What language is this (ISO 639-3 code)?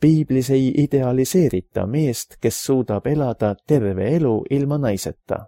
est